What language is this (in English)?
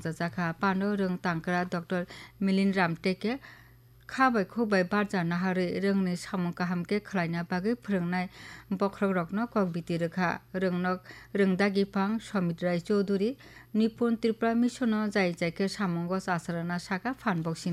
Kok Borok